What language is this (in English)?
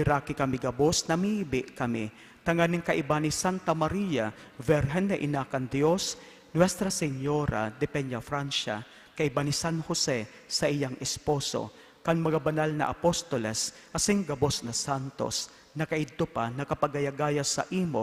Bikol